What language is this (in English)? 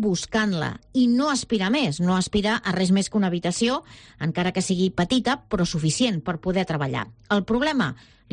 Catalan